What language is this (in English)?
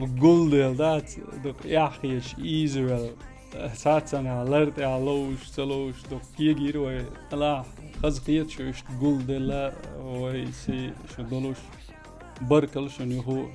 Chechen